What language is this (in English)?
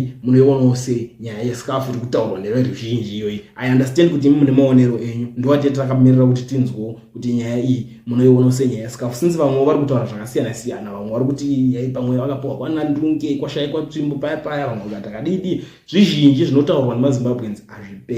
Shona